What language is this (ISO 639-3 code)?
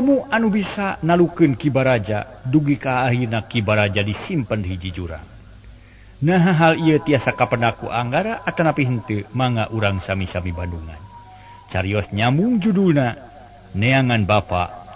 sun